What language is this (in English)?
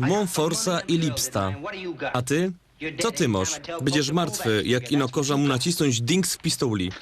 Silesian